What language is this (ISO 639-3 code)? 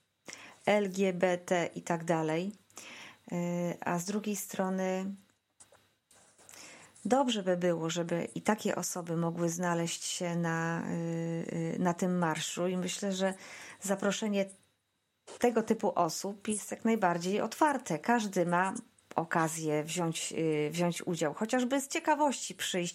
pol